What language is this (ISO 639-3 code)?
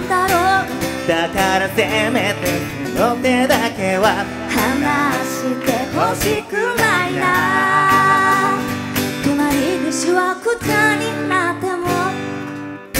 jpn